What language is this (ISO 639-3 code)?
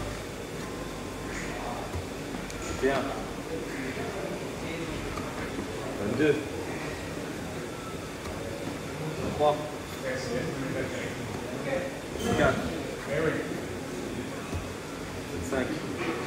fra